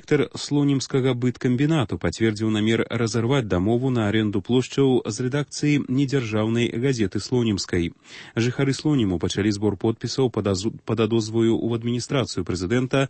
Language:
Belarusian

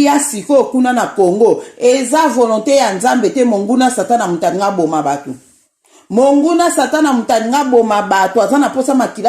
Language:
Lingala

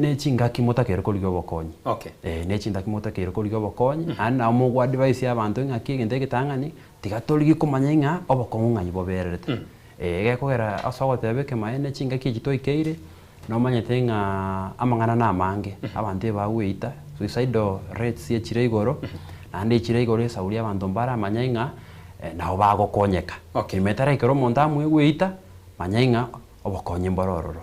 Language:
Gusii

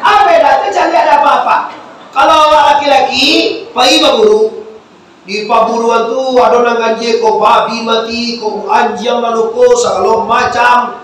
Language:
Minangkabau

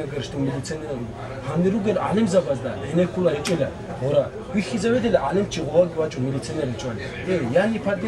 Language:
Avaric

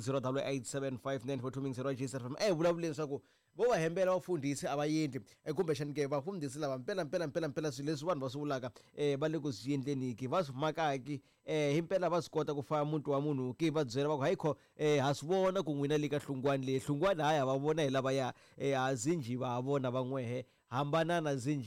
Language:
Tsonga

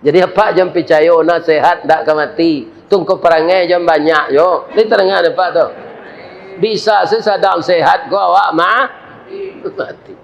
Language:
Minangkabau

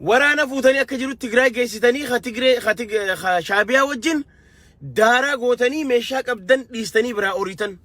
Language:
Oromo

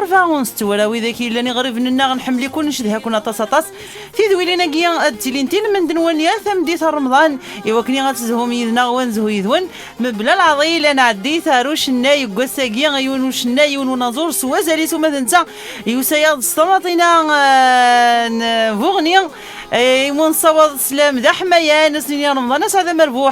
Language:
Kabyle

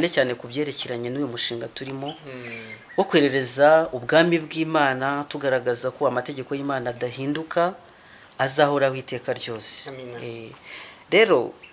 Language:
Kinyarwanda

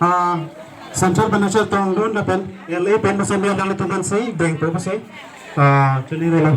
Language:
Karbi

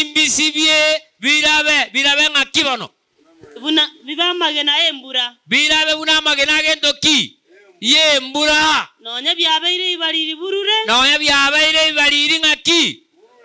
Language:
Gusii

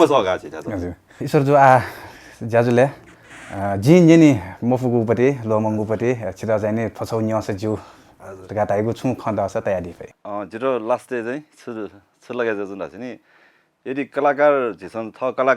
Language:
Newari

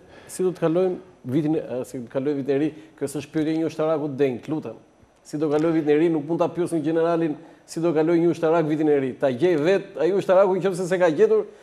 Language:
Albanian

